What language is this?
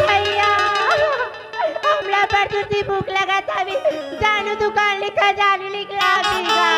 Chhattisgarhi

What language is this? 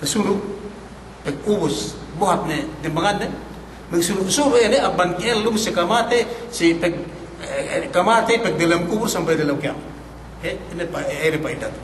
Yakan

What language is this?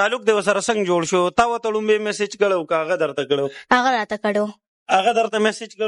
Pashto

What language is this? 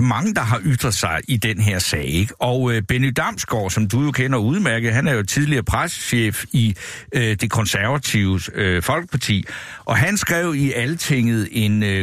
Danish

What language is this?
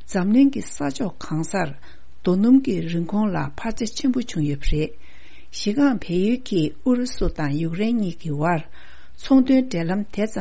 Tibetan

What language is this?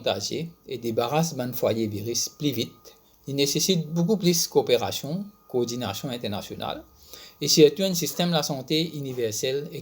Morisyen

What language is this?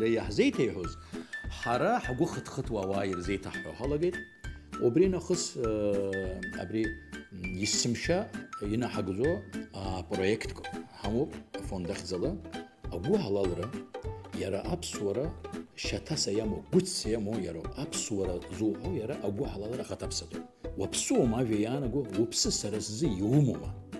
Abkhazian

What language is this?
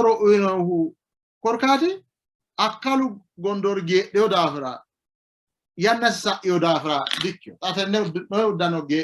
Sidamo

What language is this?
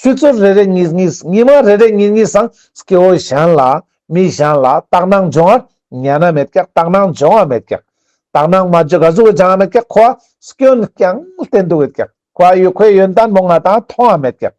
Ladakhi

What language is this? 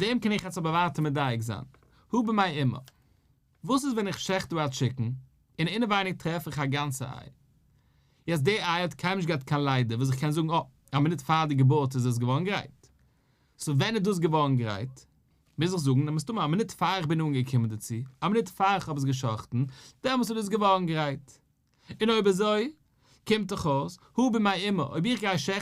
Yiddish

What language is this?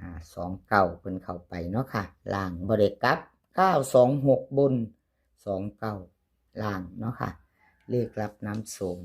Northeastern Thai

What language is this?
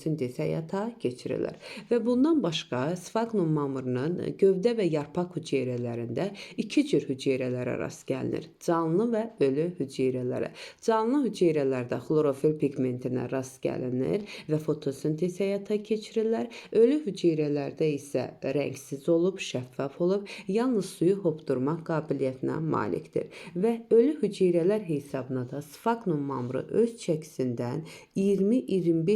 Azerbaijani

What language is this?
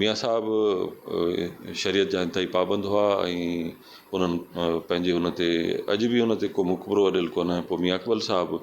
Sindhi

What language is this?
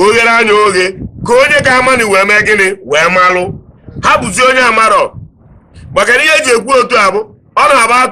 Igbo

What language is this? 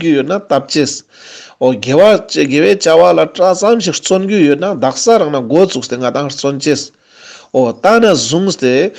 Ladakhi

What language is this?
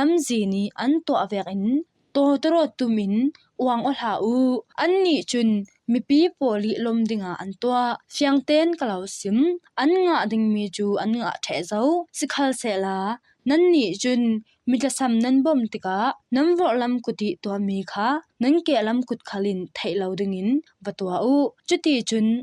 Falam Chin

